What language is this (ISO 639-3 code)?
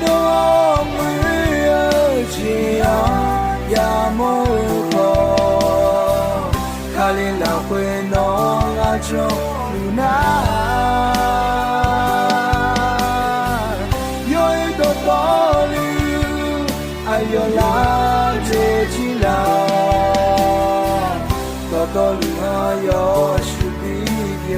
ahk